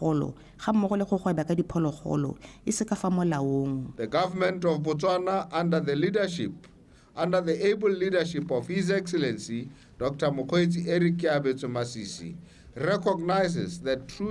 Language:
Tswana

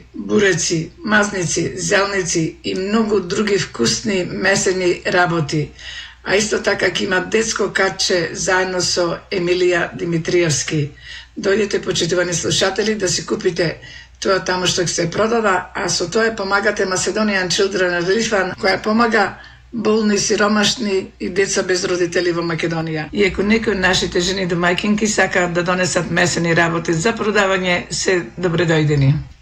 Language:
Macedonian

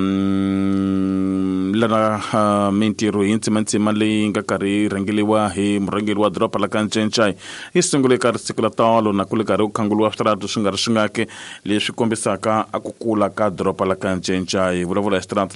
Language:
Tsonga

